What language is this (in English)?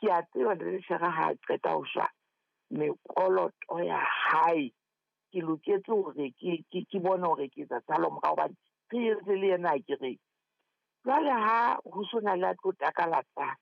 Southern Sotho